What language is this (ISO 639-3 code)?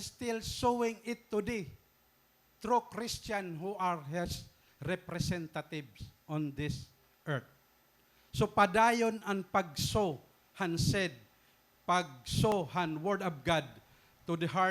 war